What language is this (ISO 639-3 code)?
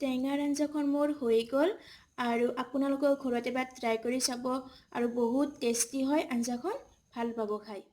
asm